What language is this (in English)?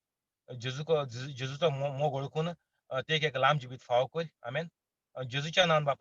Konkani